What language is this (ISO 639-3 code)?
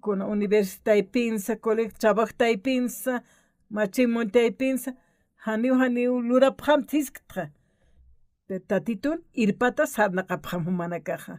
aym